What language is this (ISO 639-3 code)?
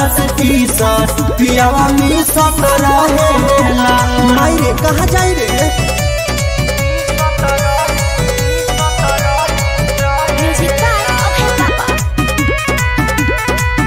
bho